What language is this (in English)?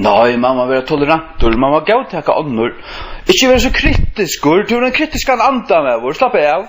Faroese